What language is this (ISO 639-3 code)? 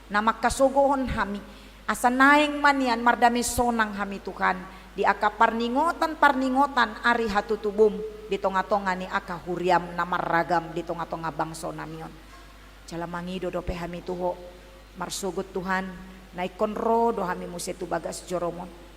bbc